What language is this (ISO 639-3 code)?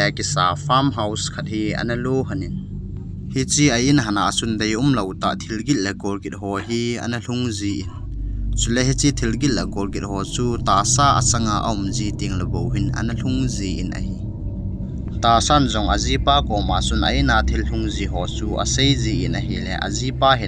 tcz